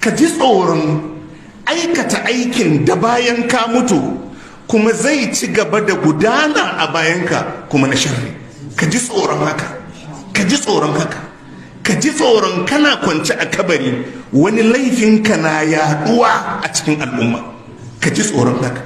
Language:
Hausa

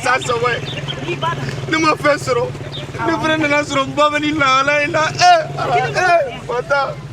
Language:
Bambara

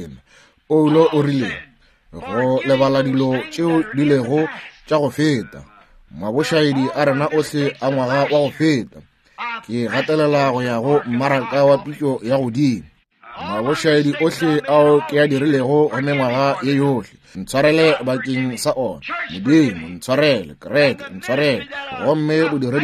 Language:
Northern Sotho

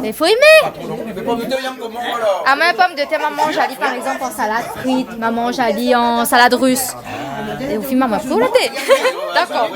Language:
Réunion Creole French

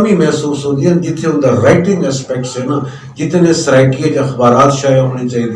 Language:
Saraiki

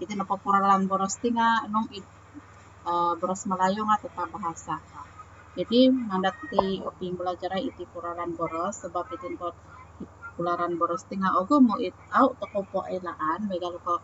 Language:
Central Dusun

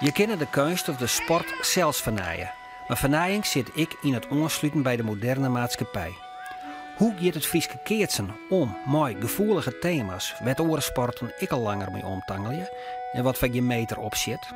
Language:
Western Frisian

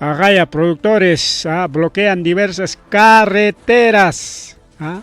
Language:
Ayacucho Quechua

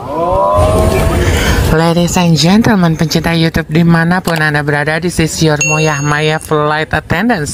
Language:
Betawi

